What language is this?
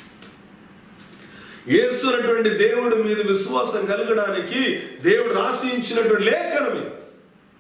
Telugu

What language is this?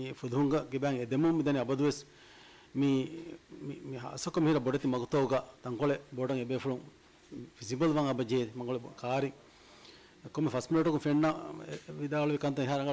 Divehi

